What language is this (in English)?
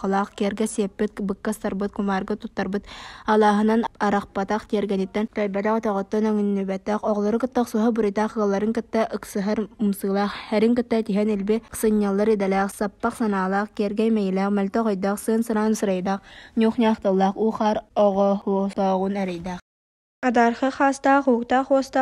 Yakut